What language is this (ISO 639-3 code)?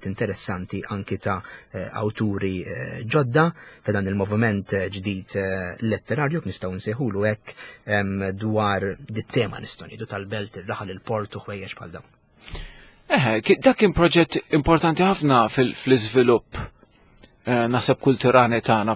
mlt